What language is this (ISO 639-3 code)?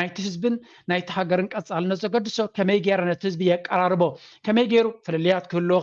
tir